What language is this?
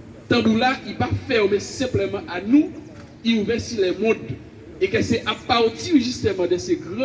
Guadeloupean Creole French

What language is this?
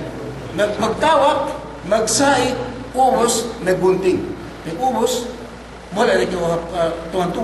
Yakan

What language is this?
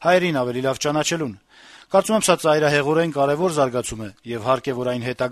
Armenian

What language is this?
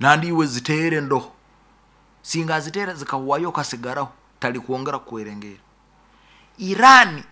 Nyankole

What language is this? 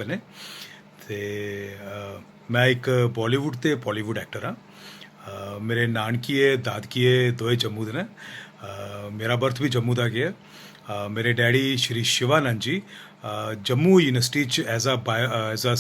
Dogri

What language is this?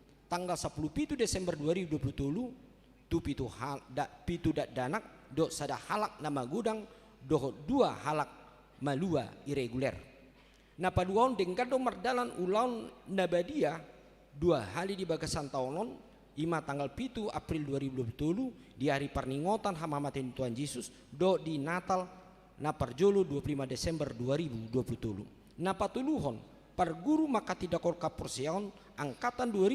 Batak Toba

